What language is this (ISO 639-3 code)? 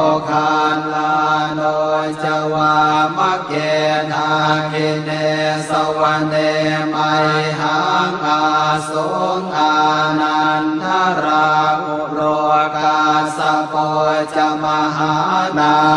pli